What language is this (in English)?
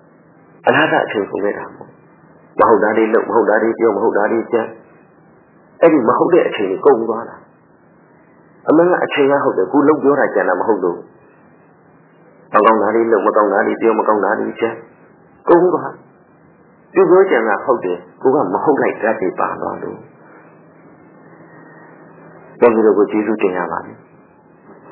Burmese